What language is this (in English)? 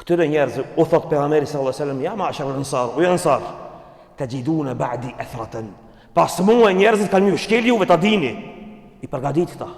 Albanian